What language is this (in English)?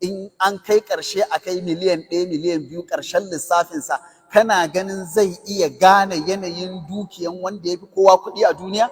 Hausa